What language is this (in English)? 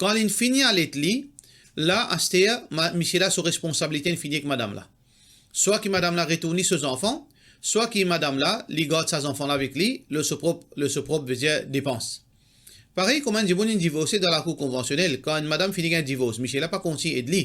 Morisyen